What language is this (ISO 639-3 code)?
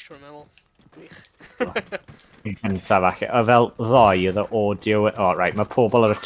cym